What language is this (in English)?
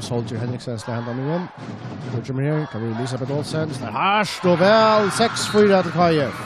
Faroese